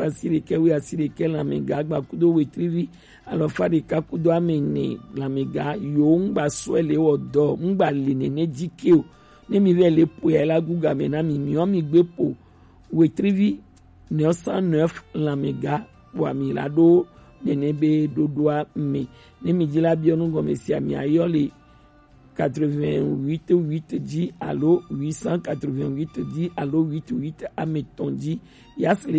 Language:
Gen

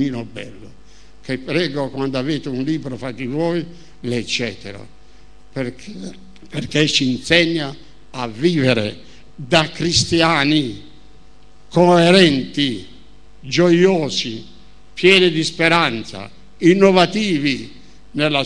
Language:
Italian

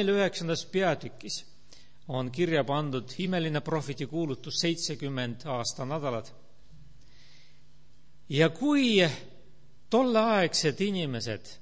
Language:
Estonian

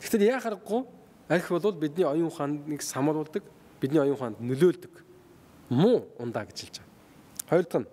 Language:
Mongolian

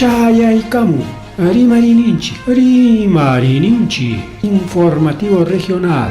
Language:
Ayacucho Quechua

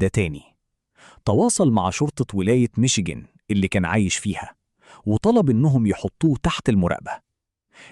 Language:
Egyptian Arabic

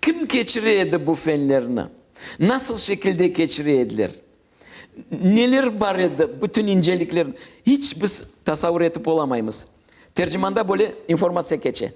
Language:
Crimean Tatar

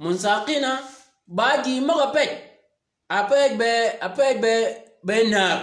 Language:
Shilluk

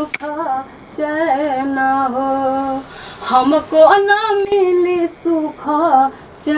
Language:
Magahi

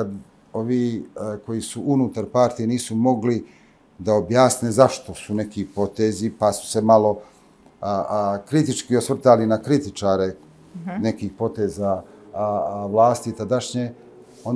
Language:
Serbian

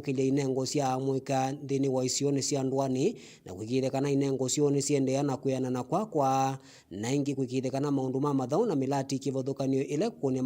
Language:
Kamba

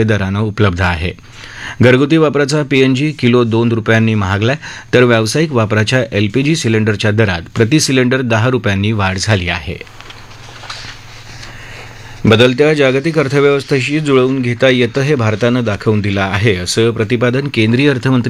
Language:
Marathi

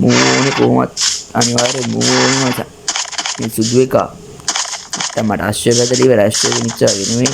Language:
Sinhala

